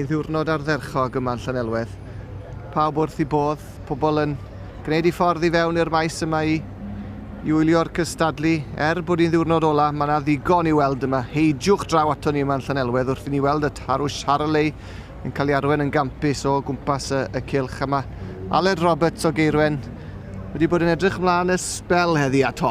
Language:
Welsh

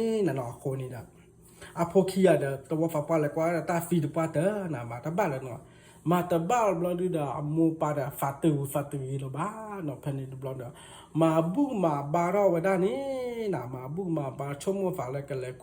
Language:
S'gaw Karen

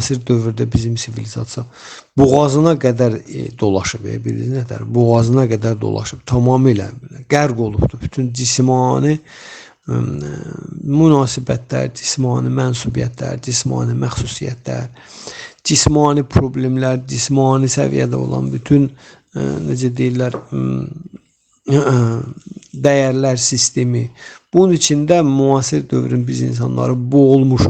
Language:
Azerbaijani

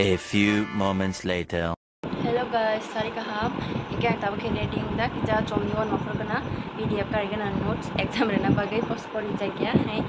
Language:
Kok Borok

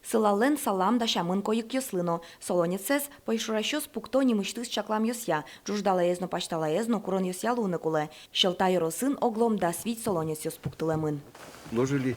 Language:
Udmurt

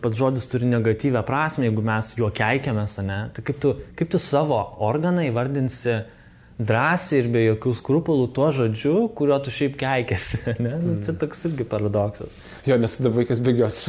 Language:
Lithuanian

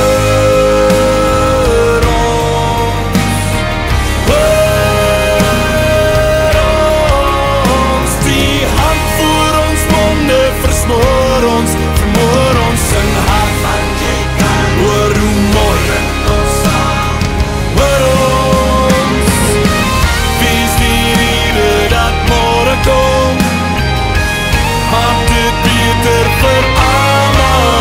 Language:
Afrikaans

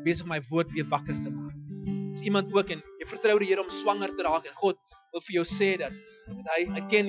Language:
Afrikaans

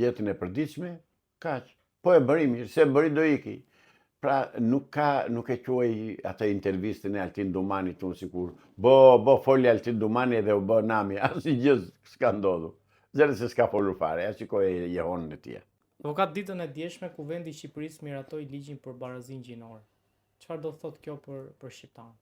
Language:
Albanian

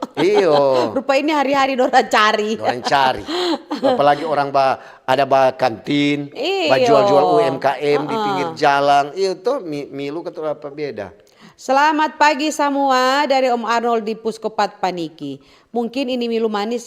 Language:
Manado Malay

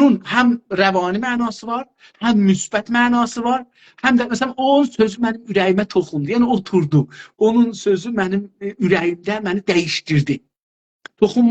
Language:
South Azerbaijani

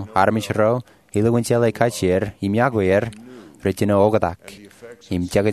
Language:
Marshallese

